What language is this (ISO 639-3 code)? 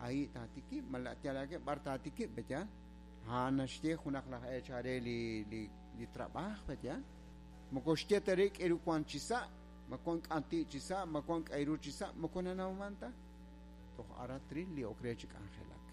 kek